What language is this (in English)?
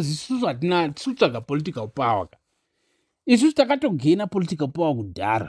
Shona